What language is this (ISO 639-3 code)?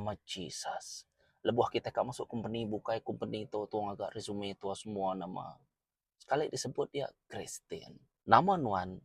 iba